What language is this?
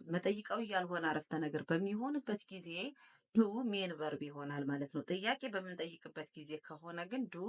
Amharic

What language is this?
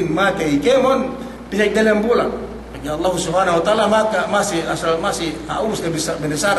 Yakan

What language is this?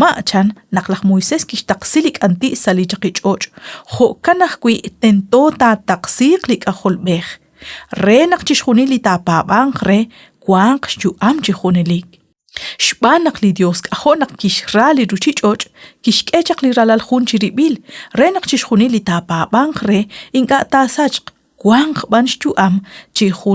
Kekchí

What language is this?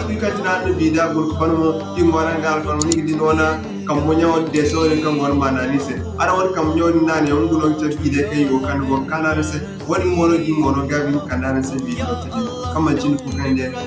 Zarma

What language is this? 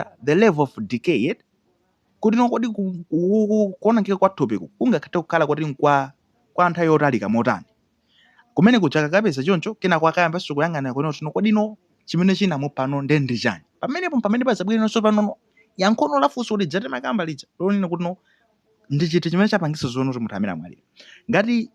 Nyanja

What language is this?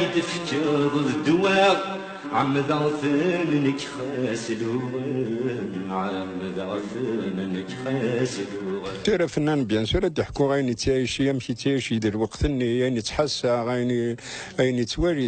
Kabyle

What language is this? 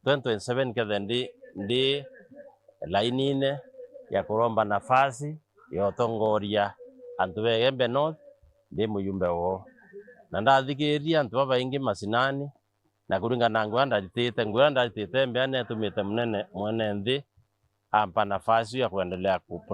Meru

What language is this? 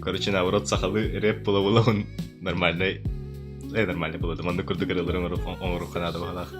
Yakut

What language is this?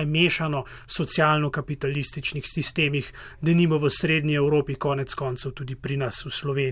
Slovenian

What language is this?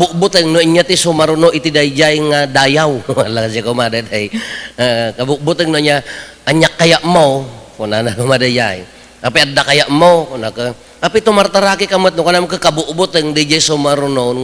Iloko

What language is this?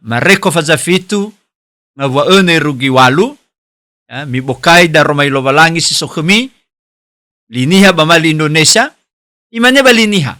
Nias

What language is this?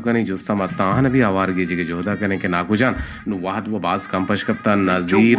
Eastern Balochi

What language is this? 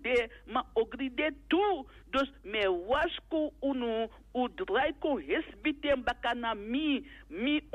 Sranan Tongo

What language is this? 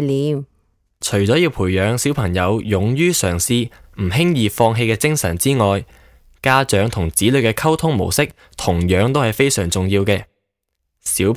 Cantonese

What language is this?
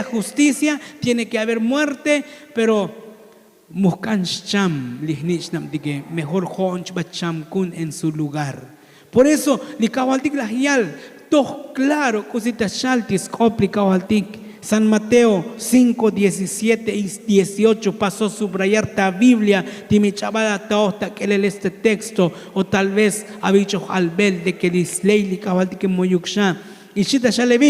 Tzotzil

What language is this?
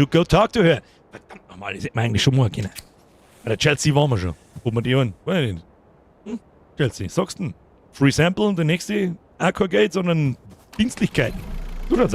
Bavarian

